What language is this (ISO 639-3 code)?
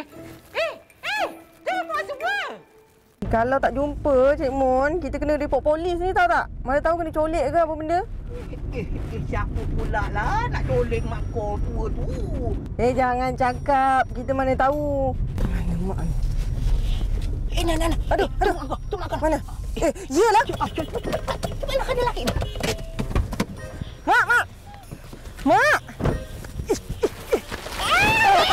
msa